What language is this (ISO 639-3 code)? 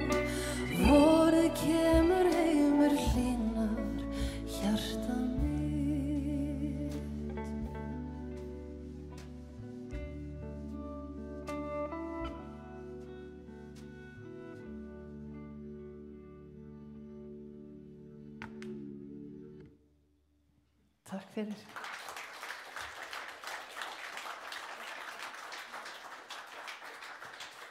isl